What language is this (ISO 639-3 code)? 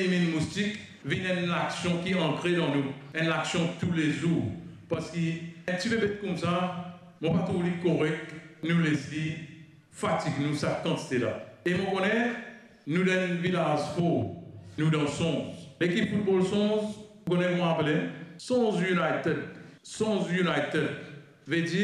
mfe